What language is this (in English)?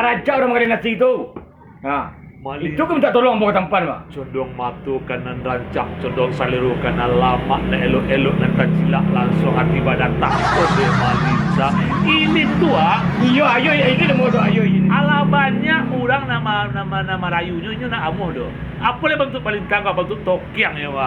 Minangkabau